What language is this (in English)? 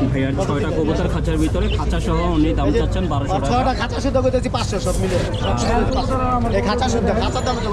Bangla